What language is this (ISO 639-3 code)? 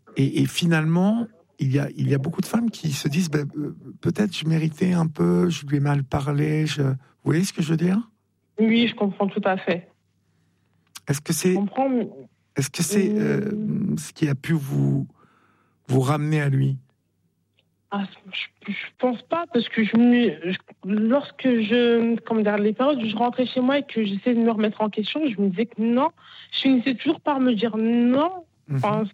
fra